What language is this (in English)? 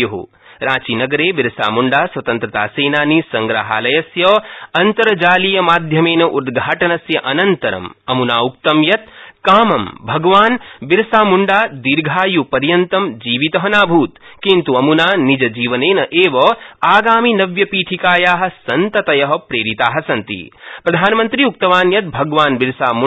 Sanskrit